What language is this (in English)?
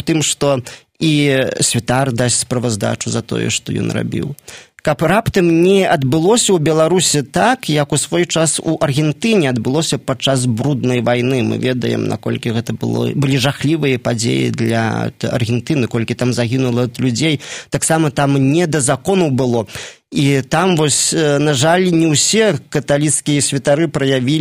Belarusian